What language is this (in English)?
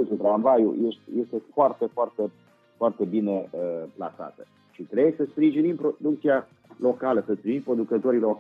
Romanian